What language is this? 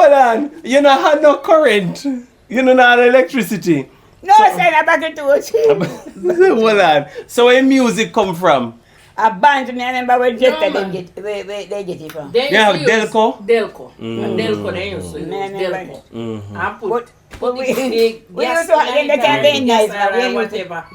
Jamaican Creole English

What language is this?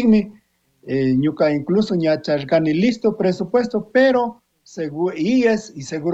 Chimborazo Highland Quichua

